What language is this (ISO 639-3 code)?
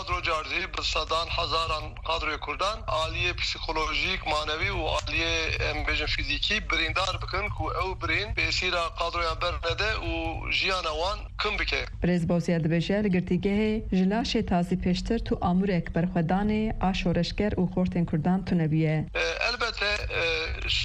kur